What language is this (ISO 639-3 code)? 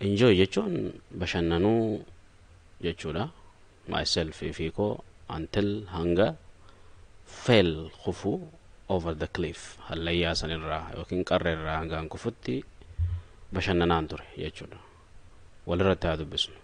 orm